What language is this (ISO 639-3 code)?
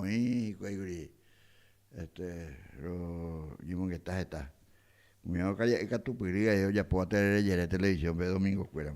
grn